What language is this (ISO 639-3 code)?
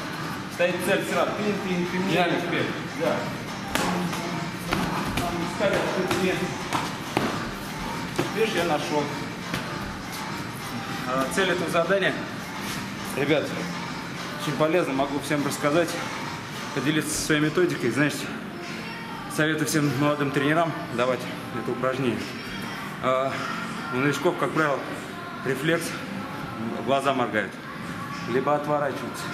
rus